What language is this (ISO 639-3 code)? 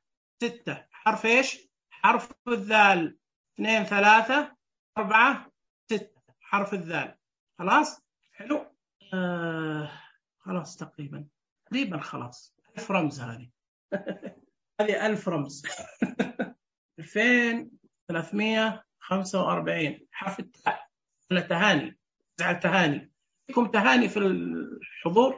ars